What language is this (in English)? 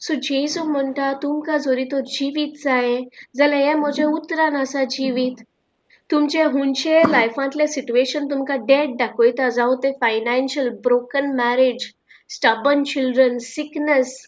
Konkani